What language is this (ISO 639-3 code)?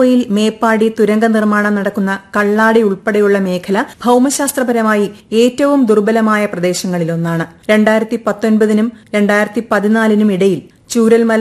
mal